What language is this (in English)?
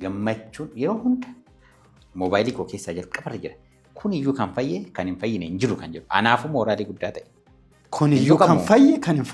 Oromo